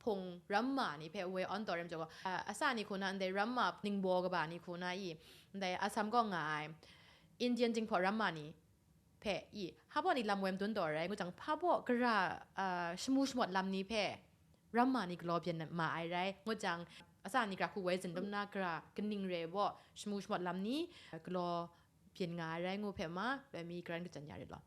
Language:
Kachin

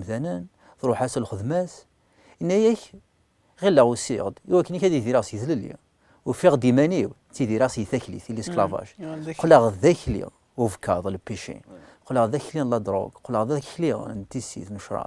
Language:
Kabyle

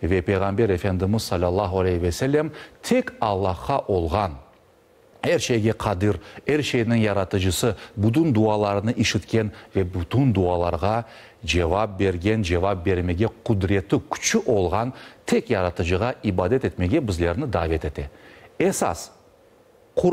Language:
Crimean Tatar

